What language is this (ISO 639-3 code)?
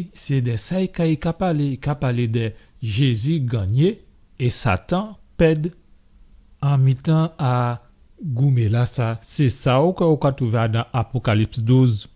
gcf